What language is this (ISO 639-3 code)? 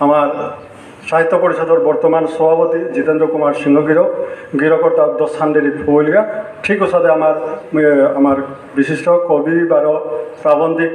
bpy